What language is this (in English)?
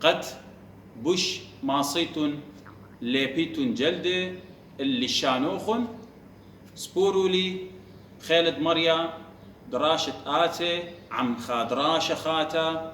Assyrian Neo-Aramaic